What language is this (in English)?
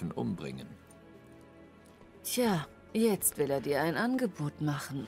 German